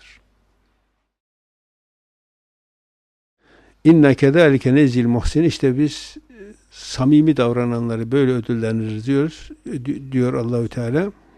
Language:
Turkish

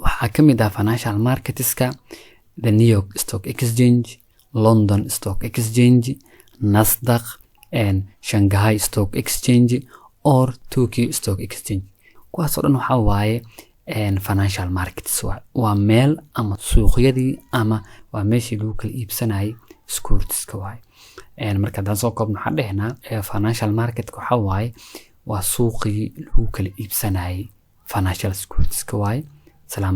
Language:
Somali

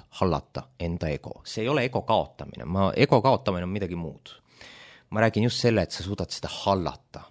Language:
Estonian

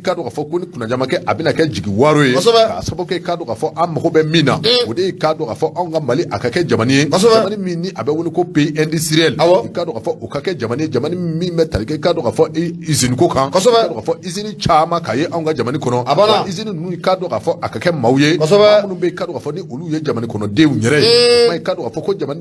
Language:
Bambara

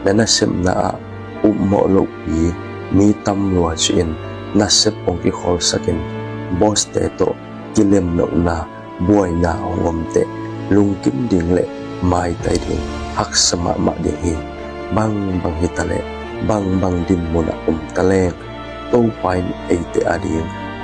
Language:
Tedim Chin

